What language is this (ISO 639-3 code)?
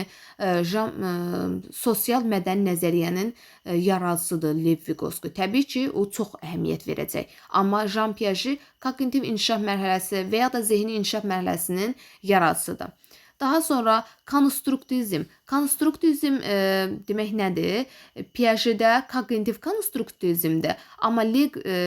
aze